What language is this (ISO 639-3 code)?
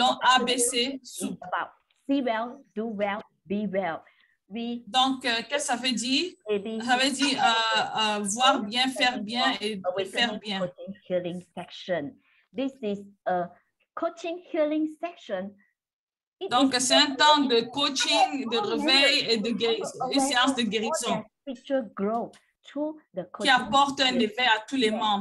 fra